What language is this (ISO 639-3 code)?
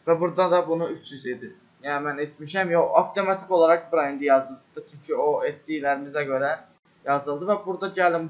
aze